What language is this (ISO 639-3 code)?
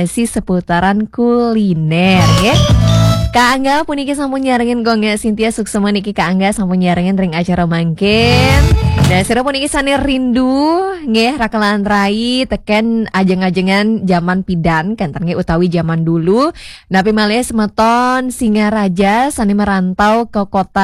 ban